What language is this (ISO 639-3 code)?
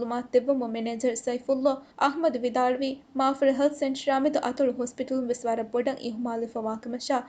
div